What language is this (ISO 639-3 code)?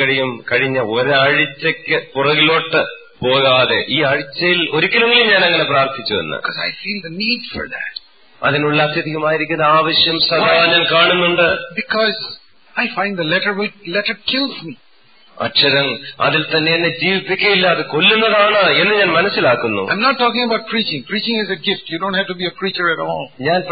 mal